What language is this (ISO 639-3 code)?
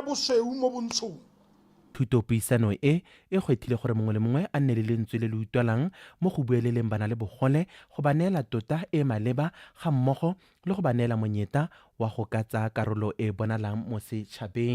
tsn